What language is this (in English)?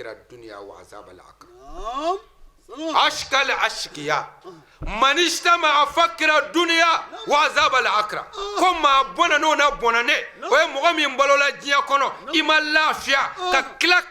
Bambara